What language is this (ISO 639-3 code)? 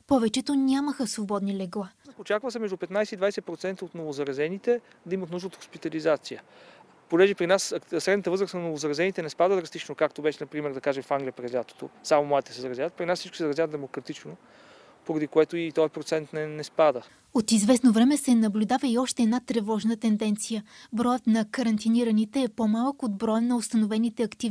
bul